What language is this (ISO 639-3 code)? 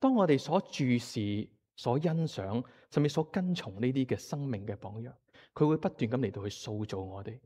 yue